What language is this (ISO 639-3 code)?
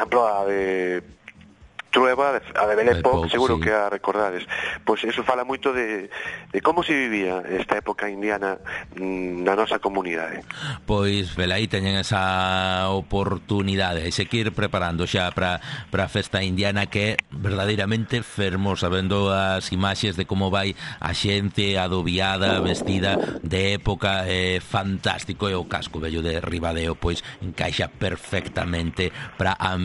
glg